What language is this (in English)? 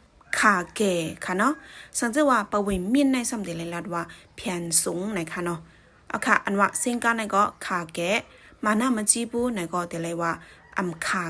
Shan